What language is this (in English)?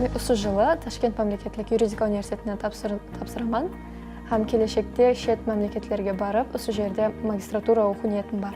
Kara-Kalpak